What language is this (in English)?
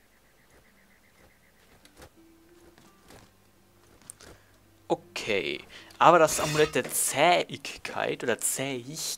German